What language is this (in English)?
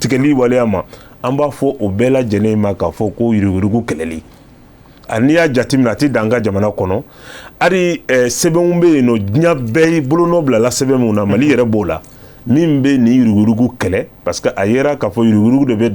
Bambara